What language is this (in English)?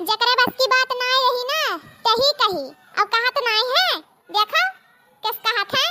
Awadhi